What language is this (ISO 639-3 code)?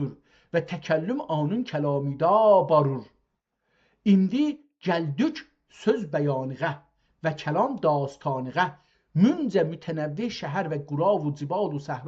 azb